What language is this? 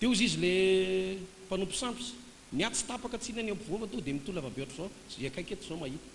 Malagasy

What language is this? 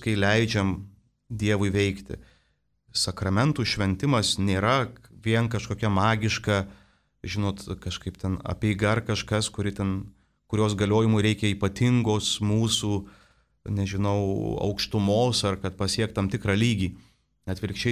Lithuanian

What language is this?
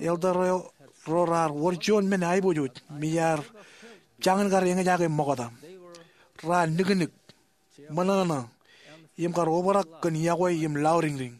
Marshallese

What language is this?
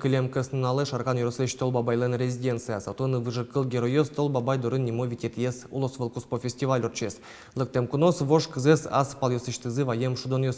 Udmurt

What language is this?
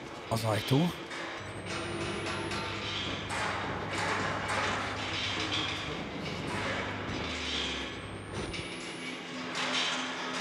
Hungarian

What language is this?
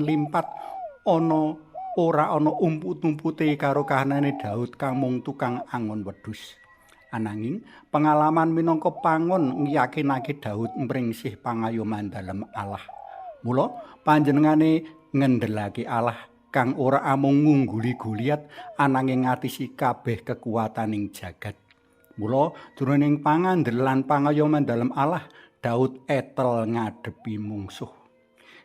Javanese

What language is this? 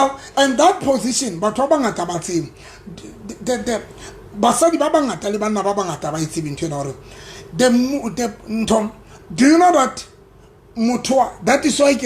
Southern Sotho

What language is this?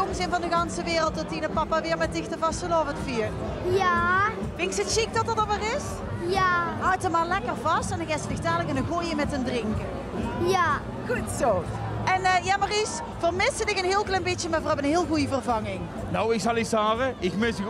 Limburgish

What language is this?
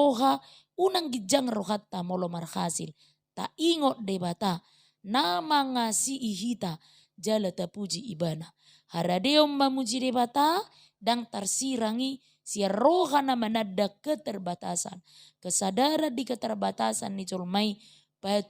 Batak Toba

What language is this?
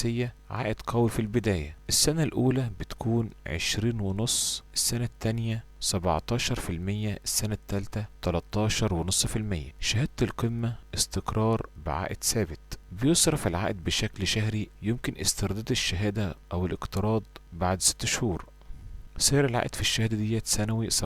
Egyptian Arabic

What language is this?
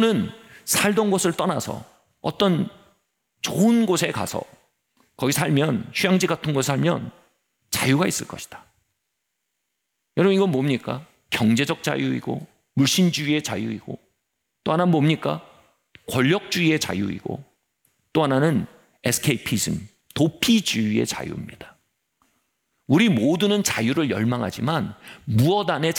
Korean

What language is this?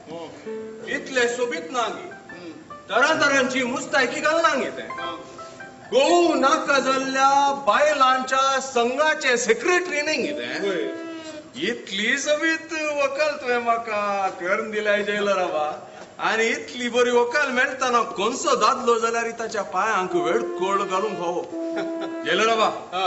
Konkani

